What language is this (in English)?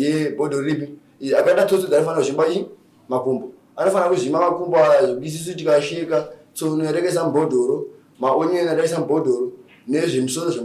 Shona